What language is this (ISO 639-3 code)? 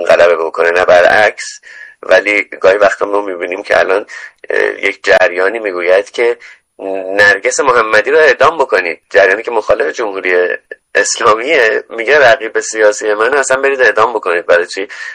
fas